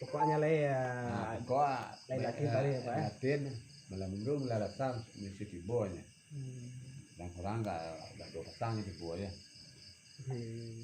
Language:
Minangkabau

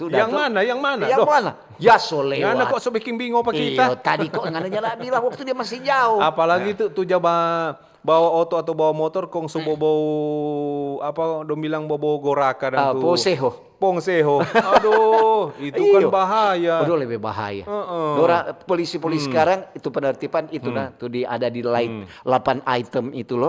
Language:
Manado Malay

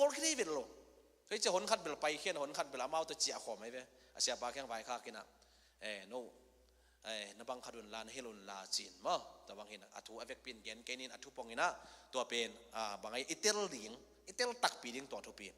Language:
Tedim Chin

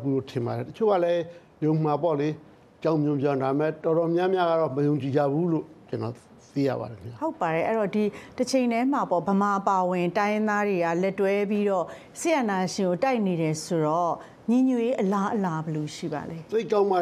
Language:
Burmese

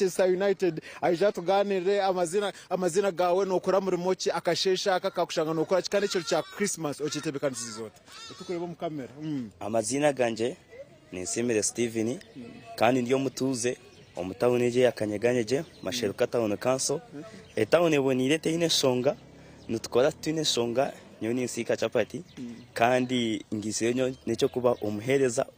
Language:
Nyankole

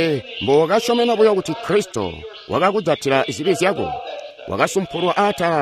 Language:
Tonga (Zambia)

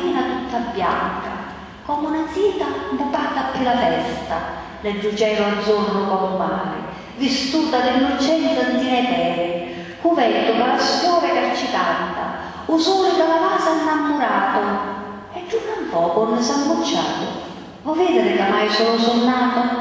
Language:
Sicilian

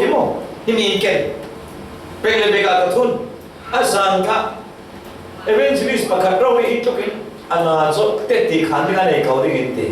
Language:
Falam Chin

